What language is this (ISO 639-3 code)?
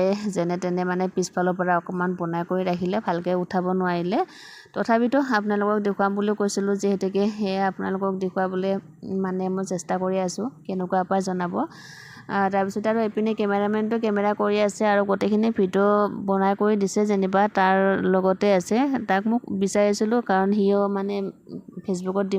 asm